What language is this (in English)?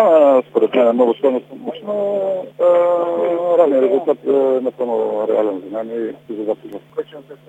Bulgarian